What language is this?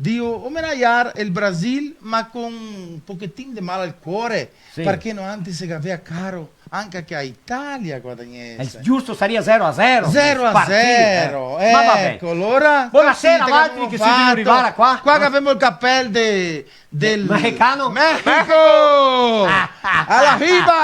Venetian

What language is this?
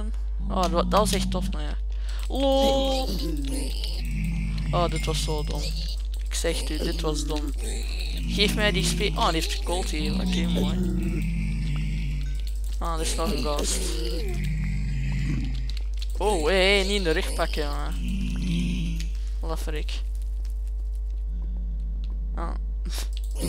Dutch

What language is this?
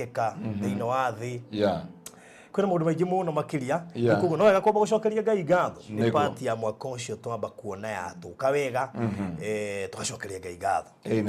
Kikuyu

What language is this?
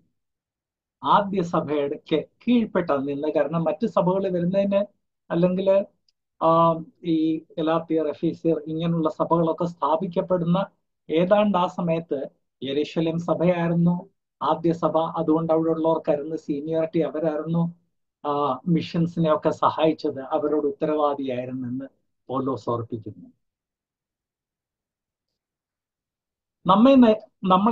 Malayalam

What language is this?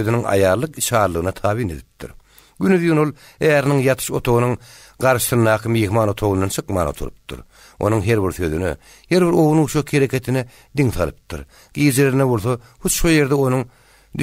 Turkmen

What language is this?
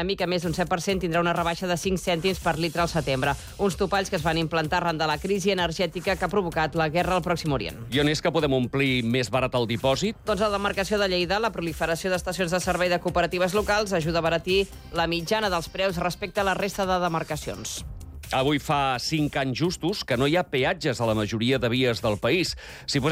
Catalan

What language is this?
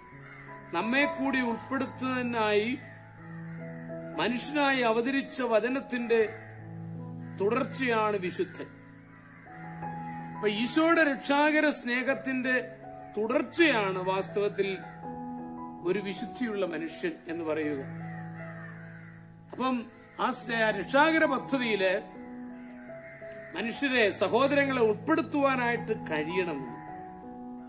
Malayalam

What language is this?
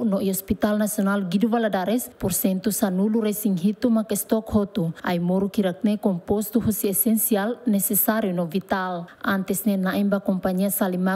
Tetum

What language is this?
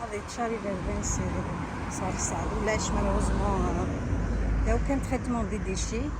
Kabyle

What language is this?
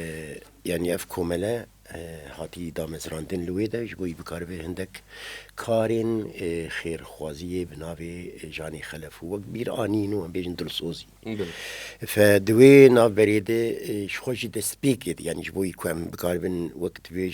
Kurdish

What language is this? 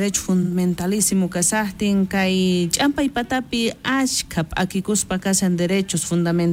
South Bolivian Quechua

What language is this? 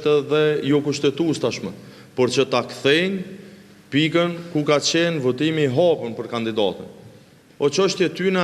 Albanian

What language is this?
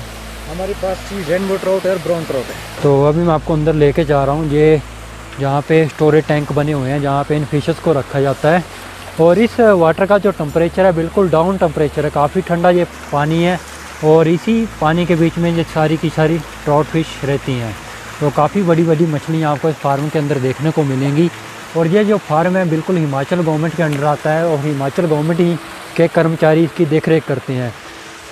Hindi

